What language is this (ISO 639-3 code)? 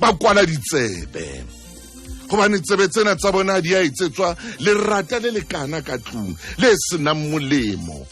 sot